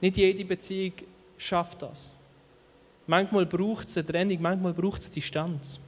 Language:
Swiss German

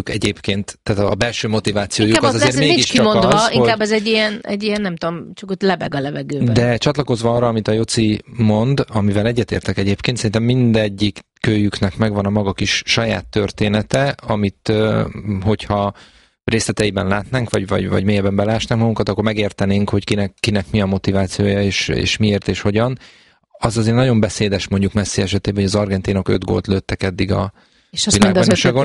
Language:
Hungarian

